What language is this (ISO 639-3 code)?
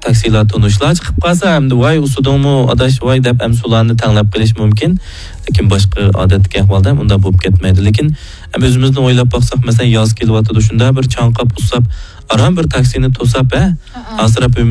uig